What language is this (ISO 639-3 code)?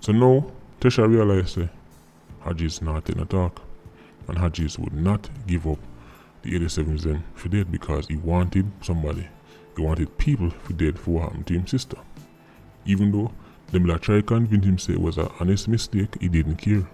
jam